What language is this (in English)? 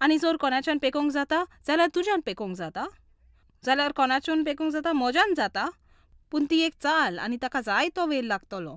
Konkani